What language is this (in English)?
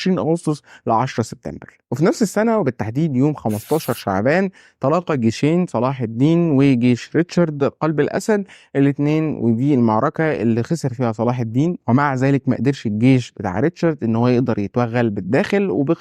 Egyptian Arabic